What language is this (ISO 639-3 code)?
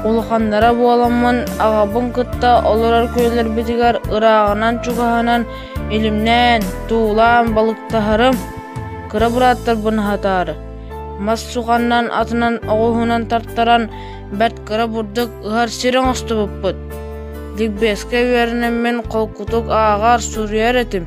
sah